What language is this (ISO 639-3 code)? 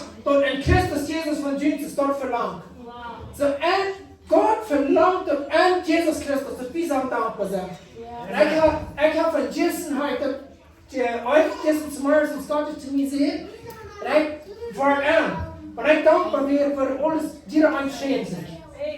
pdt